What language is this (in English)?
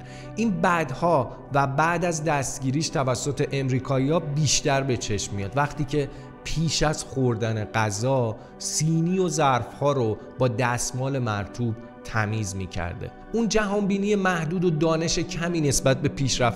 Persian